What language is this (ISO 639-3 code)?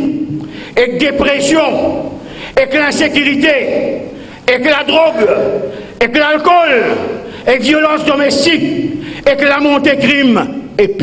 mfe